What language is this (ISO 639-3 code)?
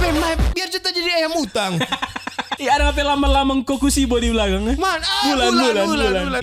xmm